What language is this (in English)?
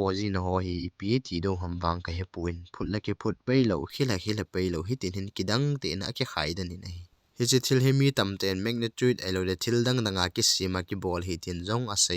Thado Chin